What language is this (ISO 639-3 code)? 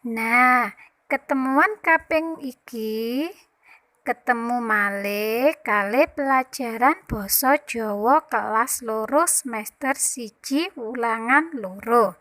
jav